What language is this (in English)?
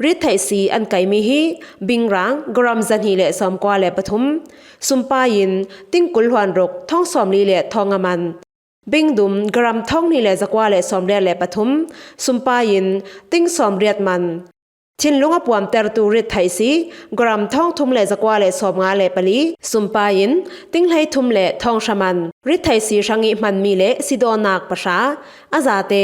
Falam Chin